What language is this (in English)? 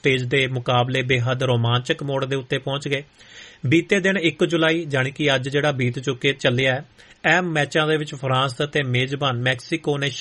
Punjabi